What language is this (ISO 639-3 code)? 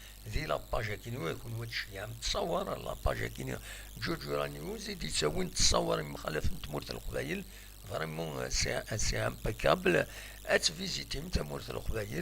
kab